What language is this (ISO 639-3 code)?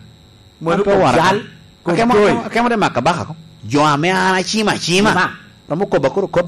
laj